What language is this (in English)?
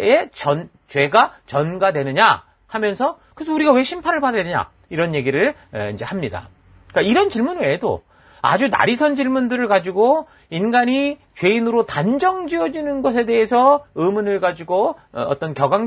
Korean